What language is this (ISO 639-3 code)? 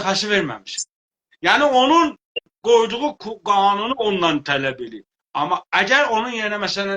azb